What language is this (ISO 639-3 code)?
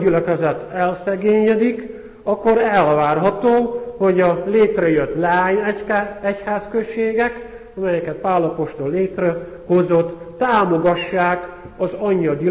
hun